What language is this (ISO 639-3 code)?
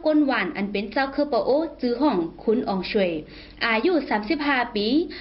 shn